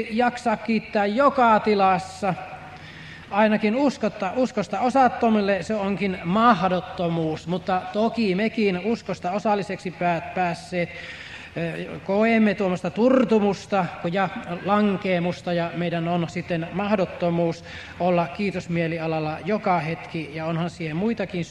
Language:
Finnish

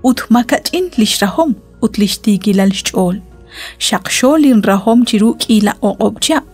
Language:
Kekchí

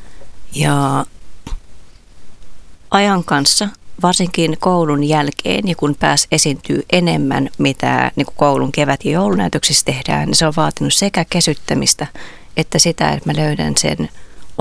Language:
Finnish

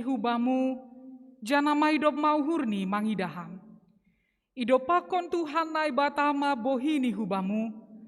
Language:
Batak Simalungun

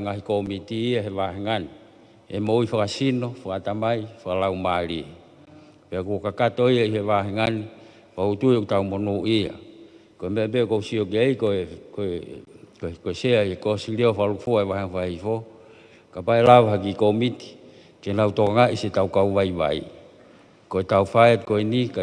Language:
Tongan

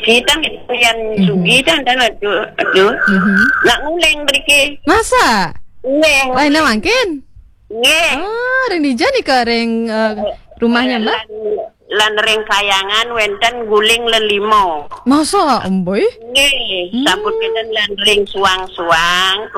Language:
Balinese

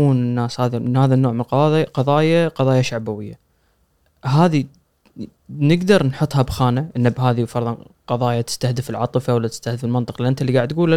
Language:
Gulf Arabic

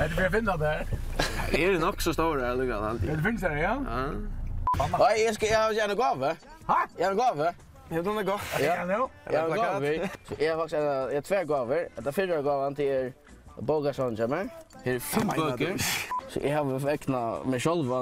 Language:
Faroese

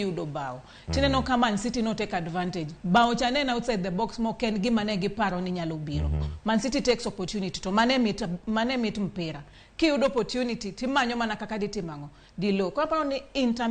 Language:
Luo (Kenya and Tanzania)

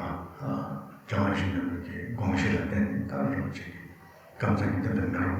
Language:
Tibetan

